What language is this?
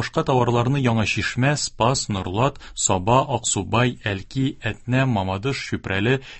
Tatar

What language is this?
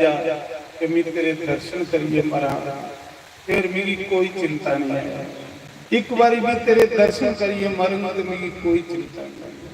Dogri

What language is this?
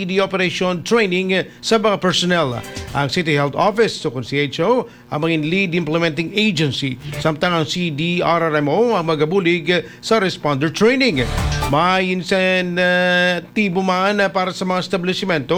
Hiligaynon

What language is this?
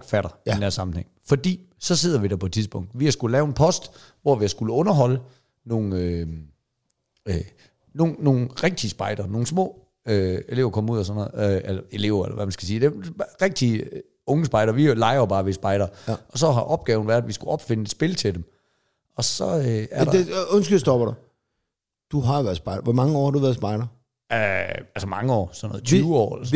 Danish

